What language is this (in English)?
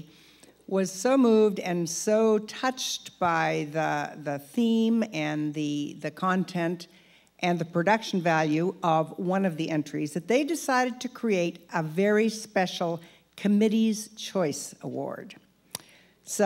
English